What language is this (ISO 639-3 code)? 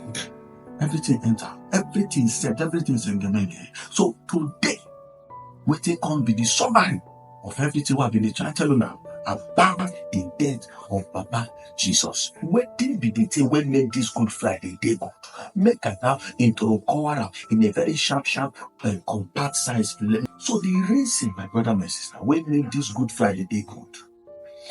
pcm